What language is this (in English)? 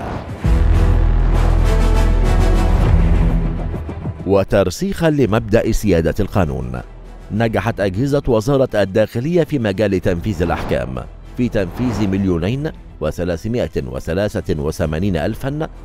Arabic